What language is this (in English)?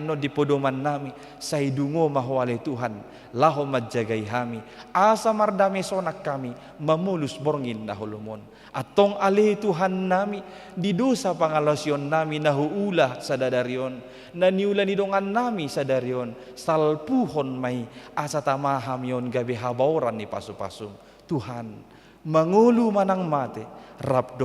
Batak Toba